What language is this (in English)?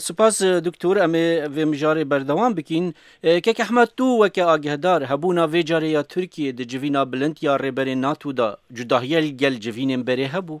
Kurdish